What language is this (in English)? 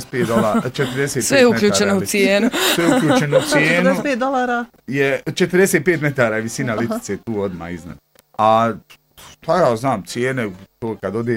Bosnian